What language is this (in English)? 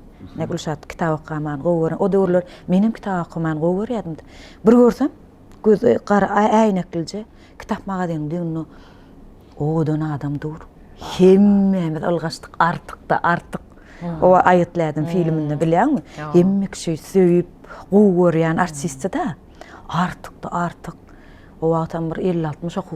Turkmen